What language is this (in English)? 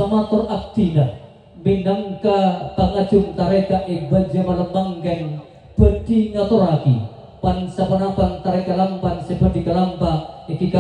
Madurese